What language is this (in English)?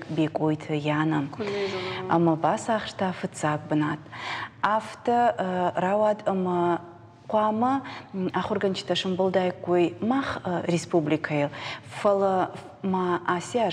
Ossetic